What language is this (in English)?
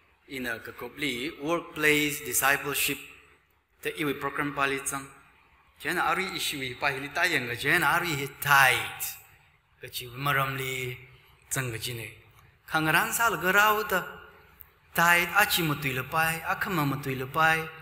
Tangkhul Naga (India)